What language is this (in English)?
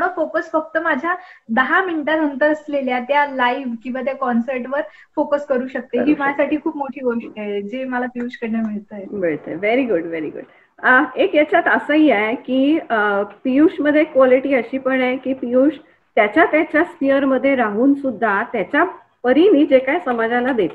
Marathi